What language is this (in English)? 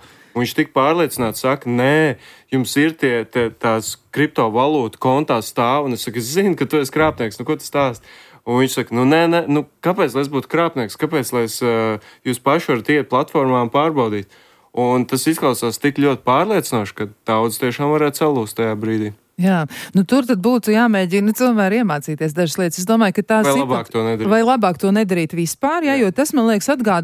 Latvian